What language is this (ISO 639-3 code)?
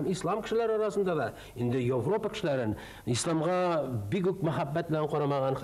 tat